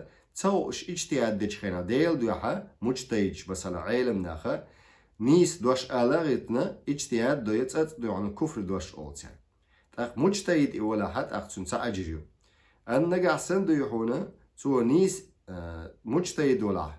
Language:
Chechen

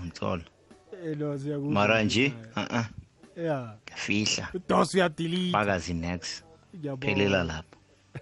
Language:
South Ndebele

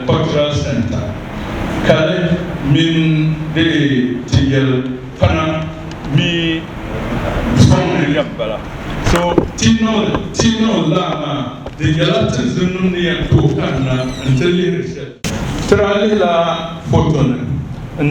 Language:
Dagbani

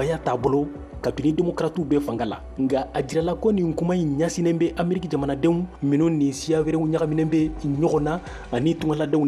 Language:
Bambara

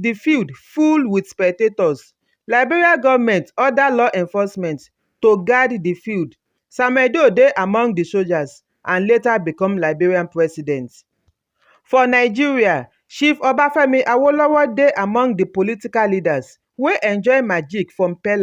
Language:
Nigerian Pidgin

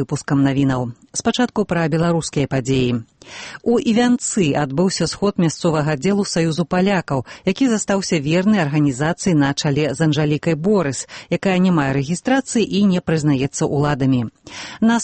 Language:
Belarusian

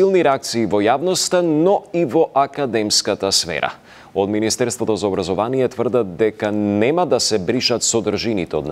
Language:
Macedonian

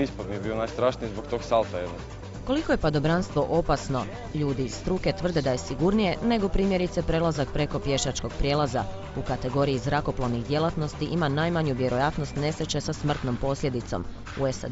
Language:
Croatian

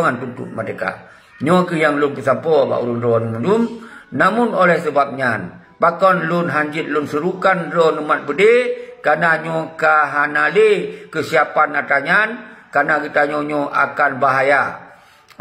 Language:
Achinese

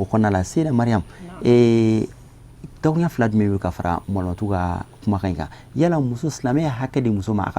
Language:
Bambara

